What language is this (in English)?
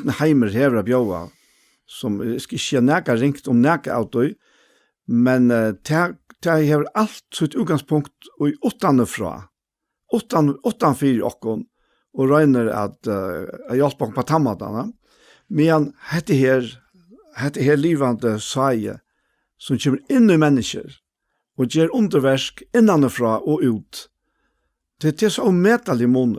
Faroese